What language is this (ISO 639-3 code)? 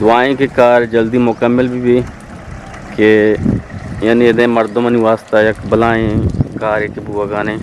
bgp